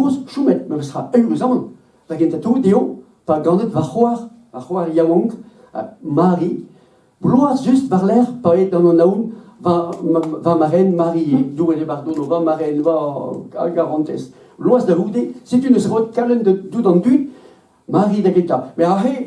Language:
Breton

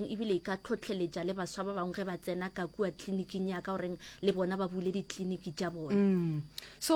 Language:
Northern Sotho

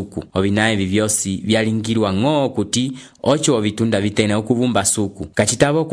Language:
Umbundu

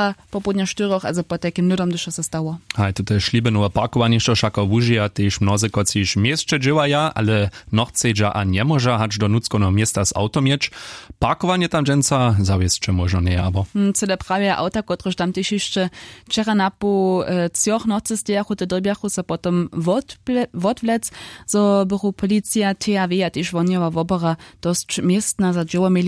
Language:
Upper Sorbian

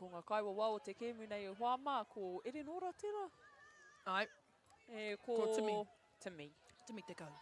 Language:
Māori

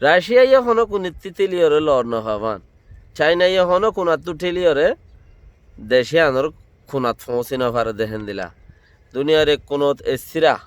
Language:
Rohingya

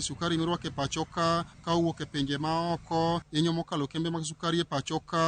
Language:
Luo (Kenya and Tanzania)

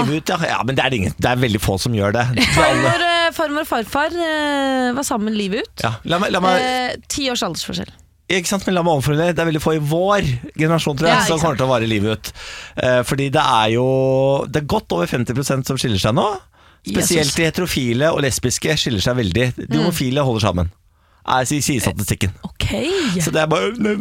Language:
Norwegian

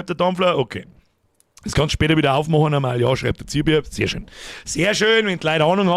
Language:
Bavarian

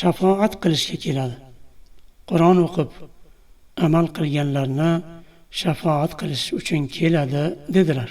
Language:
Uzbek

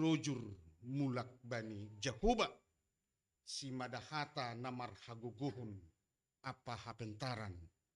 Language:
Batak Simalungun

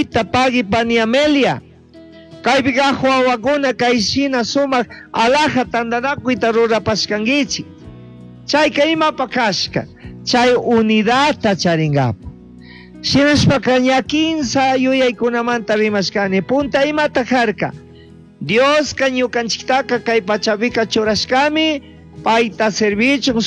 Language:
Chimborazo Highland Quichua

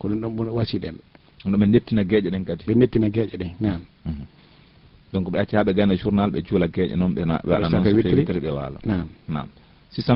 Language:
Fula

